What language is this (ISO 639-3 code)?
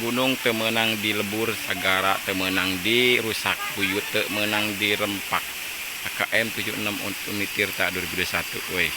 sun